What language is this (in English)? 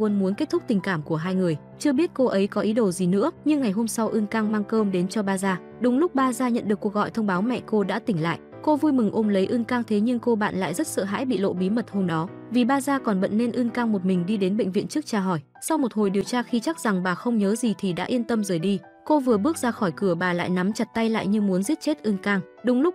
Vietnamese